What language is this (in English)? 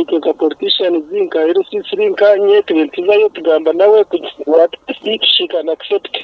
Nyankole